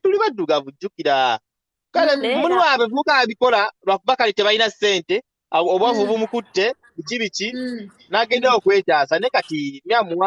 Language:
Ganda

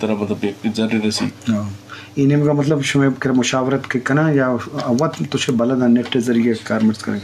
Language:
Eastern Balochi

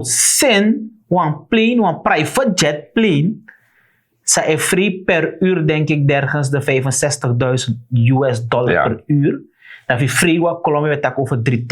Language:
Sranan Tongo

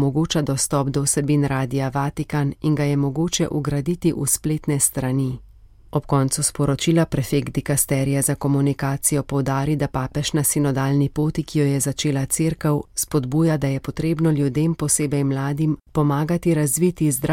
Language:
Slovenian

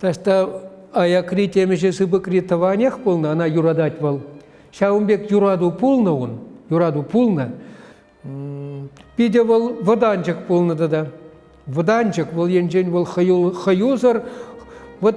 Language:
Chuvash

